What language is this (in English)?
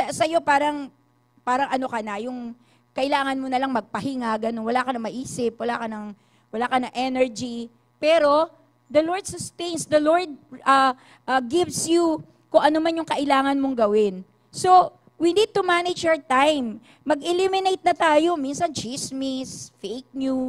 Filipino